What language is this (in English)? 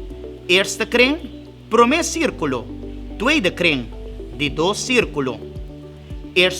Papiamento